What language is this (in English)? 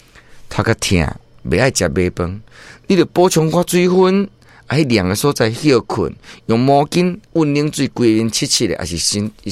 Min Nan Chinese